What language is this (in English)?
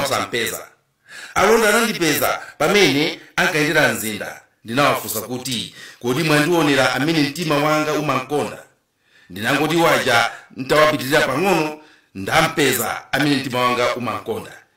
Nyanja